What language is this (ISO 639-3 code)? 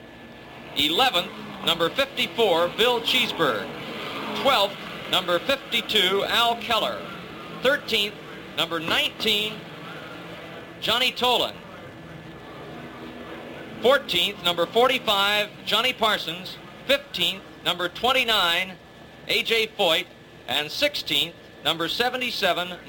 eng